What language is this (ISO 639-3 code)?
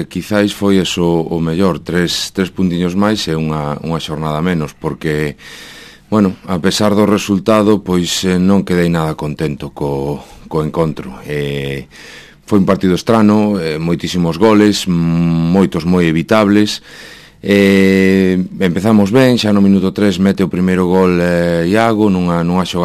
glg